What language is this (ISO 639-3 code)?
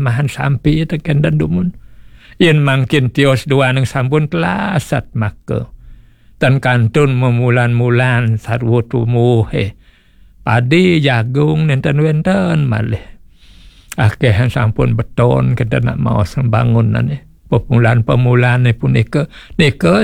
ban